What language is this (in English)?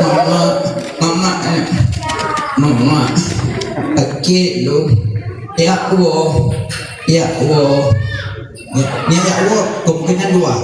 Achinese